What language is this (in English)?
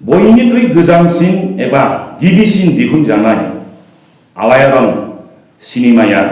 Bodo